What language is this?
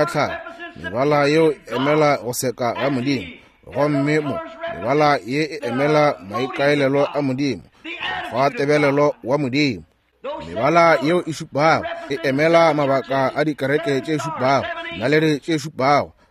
Northern Sotho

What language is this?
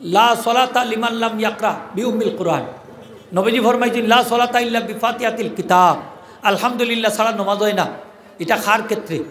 Sylheti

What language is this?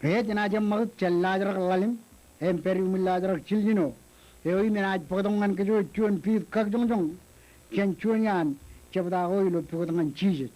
Marshallese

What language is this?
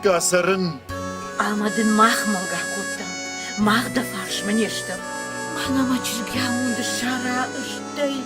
Ossetic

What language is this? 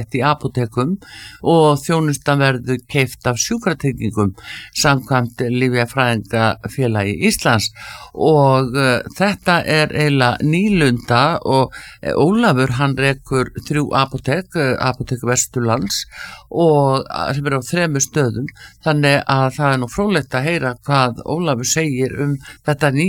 Icelandic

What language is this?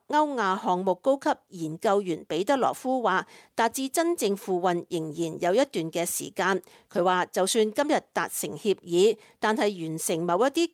Cantonese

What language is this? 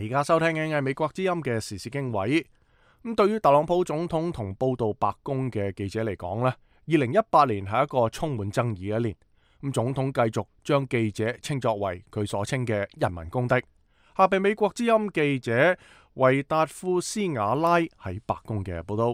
Cantonese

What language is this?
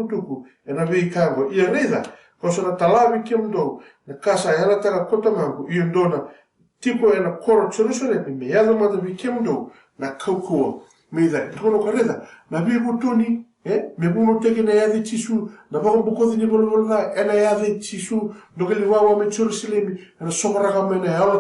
Fijian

